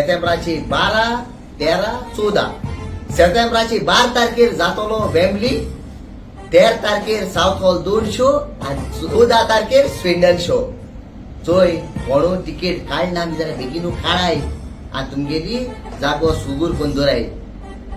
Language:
Konkani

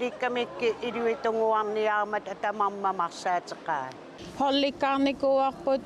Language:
Kalaallisut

